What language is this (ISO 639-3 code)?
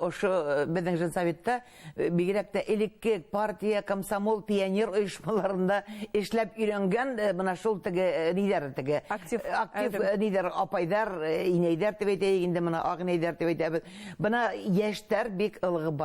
bak